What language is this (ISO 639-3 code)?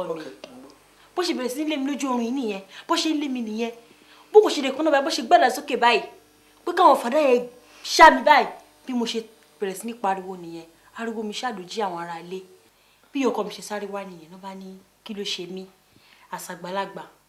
yor